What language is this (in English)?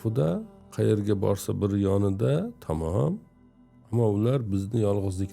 Uzbek